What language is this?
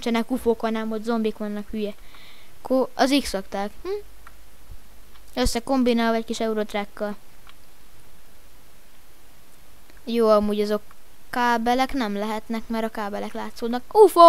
Hungarian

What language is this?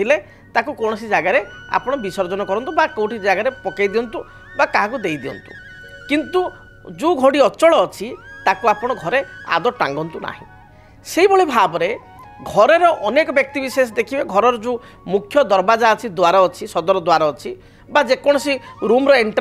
Odia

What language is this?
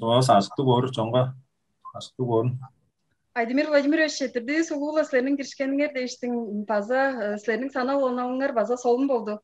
Tuvinian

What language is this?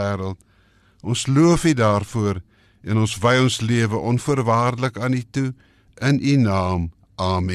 Afrikaans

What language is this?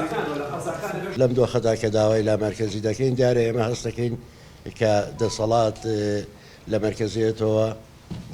Central Kurdish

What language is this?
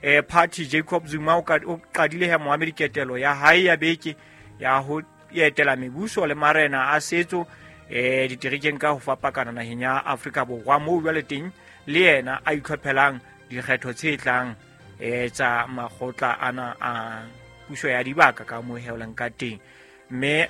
Southern Sotho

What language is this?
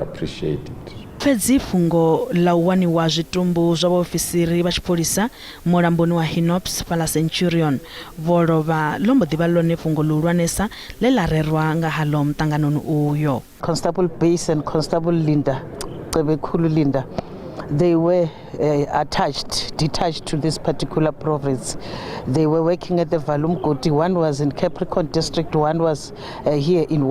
Venda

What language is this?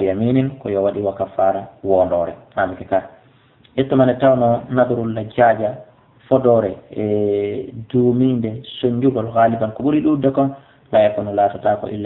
Fula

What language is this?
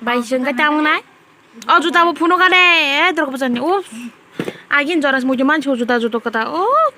Kok Borok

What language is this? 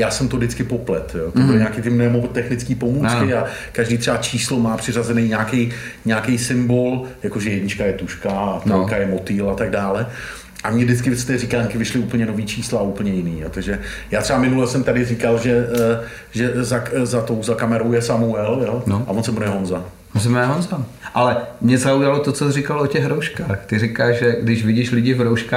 Czech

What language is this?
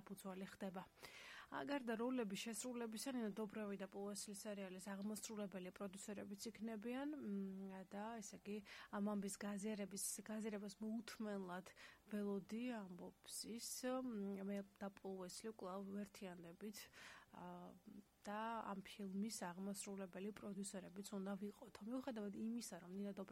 Georgian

